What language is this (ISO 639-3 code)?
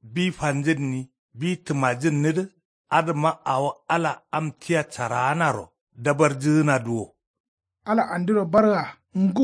kau